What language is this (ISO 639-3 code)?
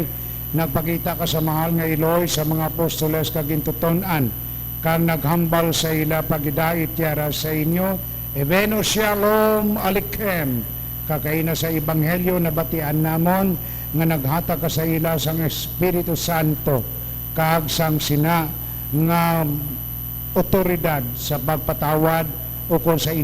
hil